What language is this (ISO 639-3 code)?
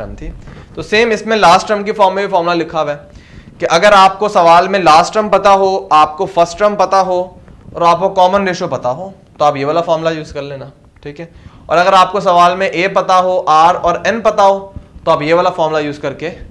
hin